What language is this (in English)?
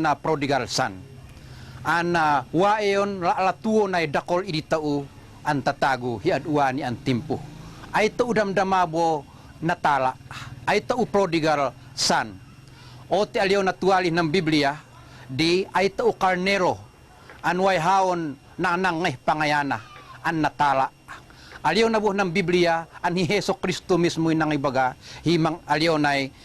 Tuwali Ifugao